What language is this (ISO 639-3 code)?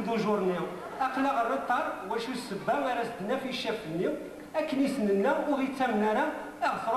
kab